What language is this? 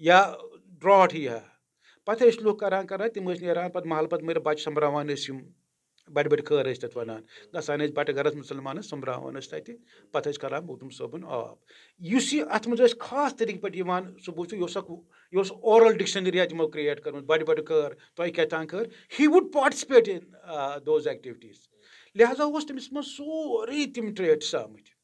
Kashmiri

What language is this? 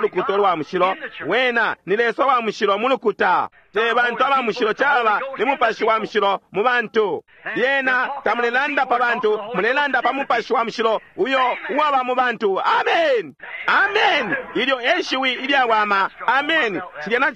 Bemba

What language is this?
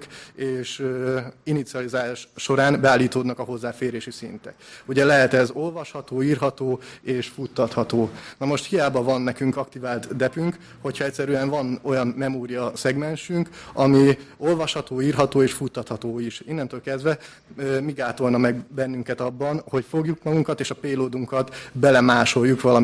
Hungarian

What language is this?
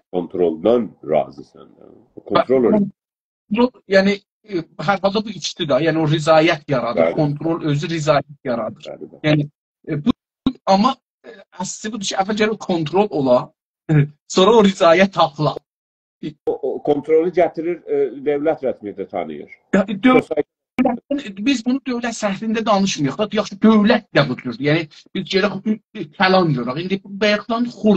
South Azerbaijani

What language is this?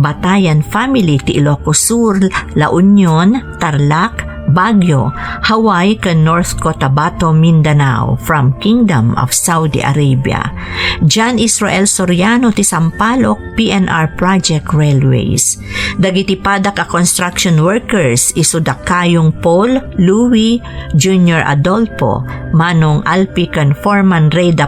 Iloko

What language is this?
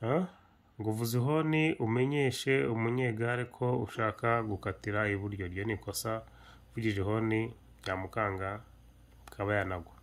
Kinyarwanda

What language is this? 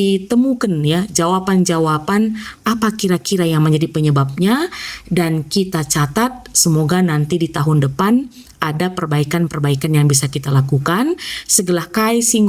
Batak Karo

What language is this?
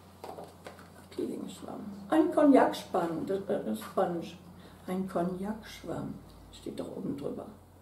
German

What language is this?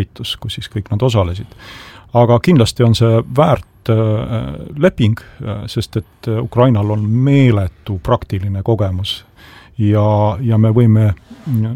Estonian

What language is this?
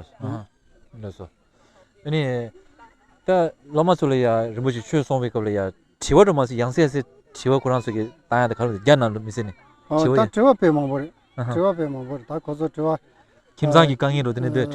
Tibetan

